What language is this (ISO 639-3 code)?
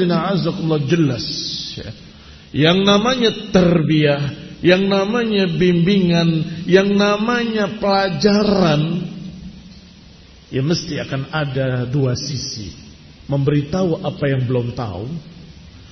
ind